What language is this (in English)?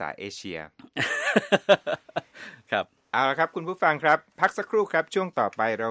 Thai